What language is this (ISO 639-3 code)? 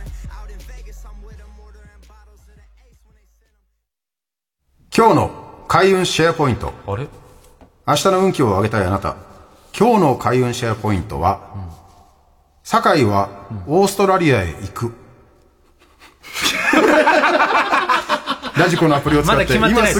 jpn